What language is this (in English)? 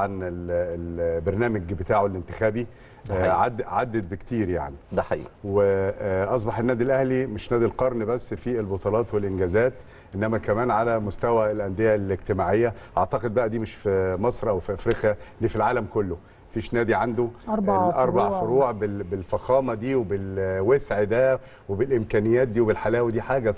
Egyptian Arabic